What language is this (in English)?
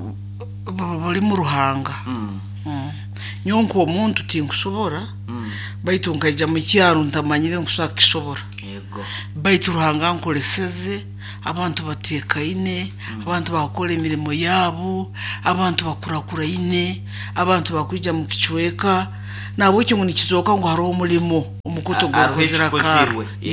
Nyoro